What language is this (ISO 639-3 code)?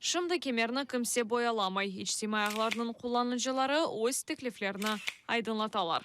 crh